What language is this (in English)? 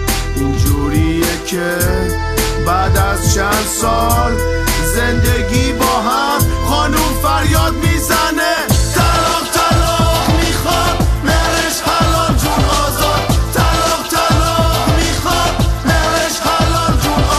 Persian